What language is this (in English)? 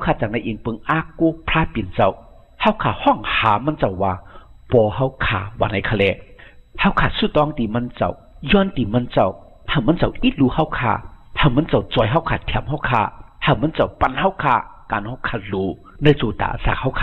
Shan